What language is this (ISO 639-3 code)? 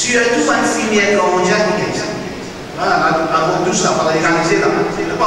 mfe